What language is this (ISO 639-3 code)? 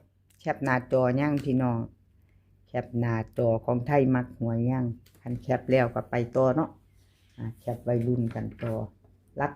tts